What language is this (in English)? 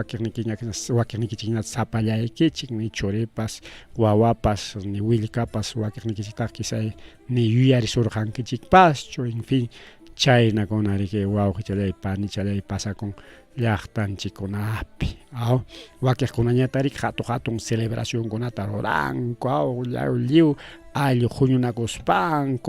Ayacucho Quechua